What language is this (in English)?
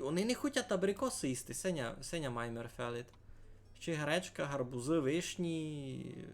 Rusyn